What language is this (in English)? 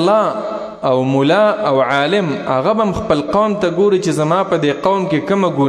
Pashto